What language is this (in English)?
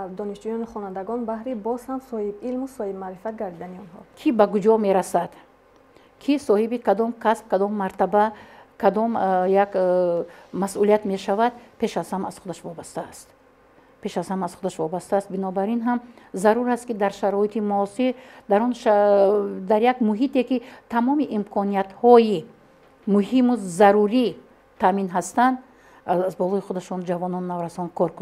Tajik